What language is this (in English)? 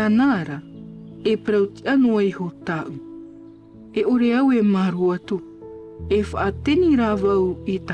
Tahitian